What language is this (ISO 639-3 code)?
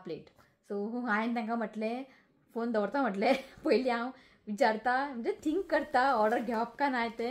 kok